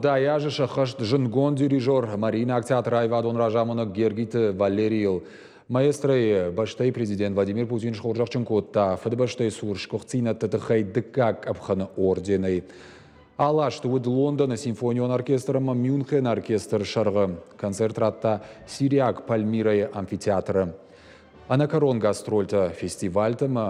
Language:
Ossetic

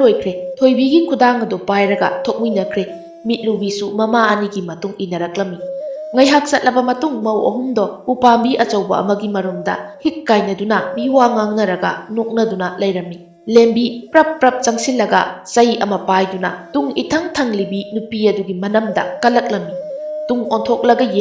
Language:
Manipuri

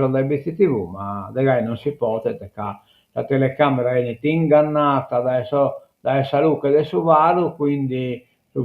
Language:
Sardinian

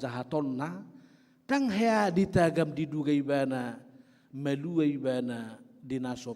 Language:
Batak Toba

